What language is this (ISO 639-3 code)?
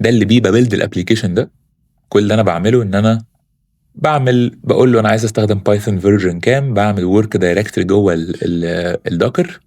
arz